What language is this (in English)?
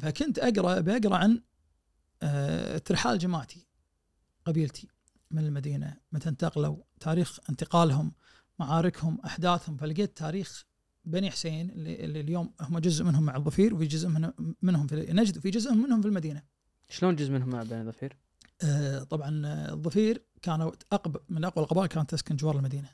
Najdi Arabic